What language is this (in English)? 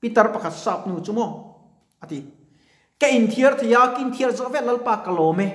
Mizo